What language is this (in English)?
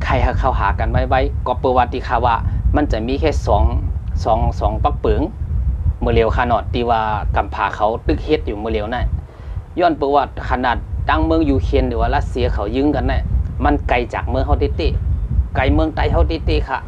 Shan